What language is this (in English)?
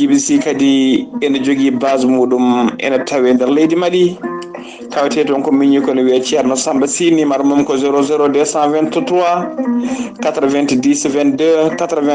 Fula